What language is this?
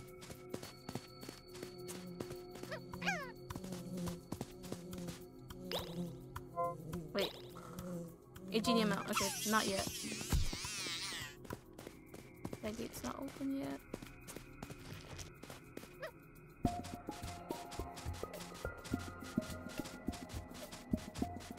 English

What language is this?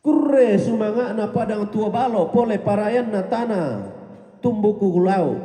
Toraja-Sa'dan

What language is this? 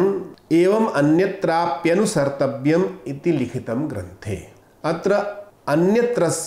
Sanskrit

